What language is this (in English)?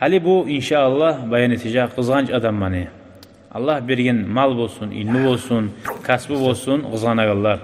Kumyk